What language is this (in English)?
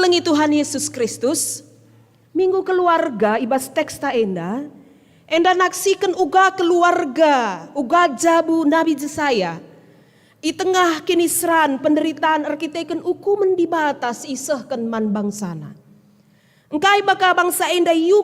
Batak Karo